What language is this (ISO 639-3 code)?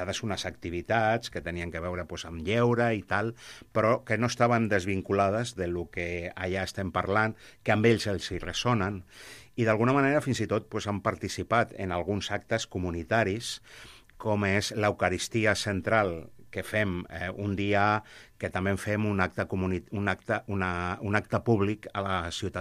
cat